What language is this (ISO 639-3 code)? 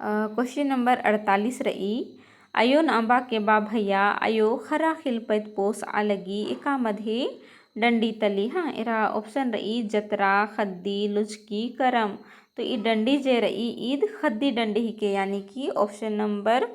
kru